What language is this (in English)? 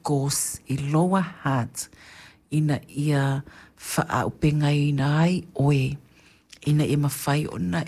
Samoan